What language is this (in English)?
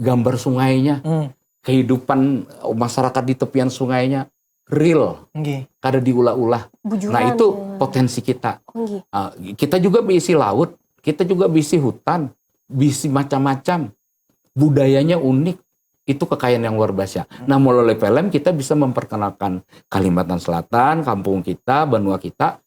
Banjar